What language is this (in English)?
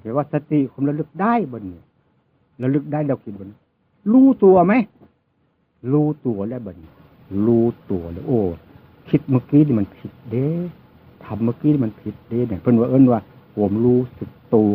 Northeastern Thai